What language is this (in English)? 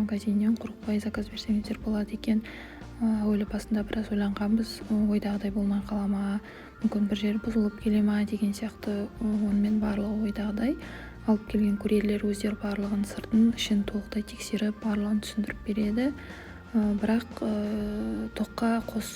Kazakh